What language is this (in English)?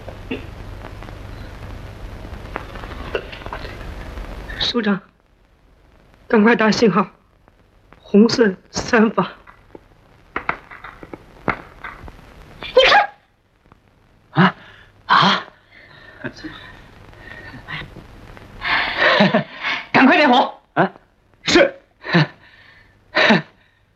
Chinese